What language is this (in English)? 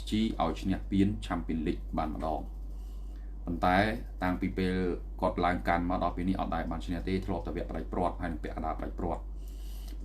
Khmer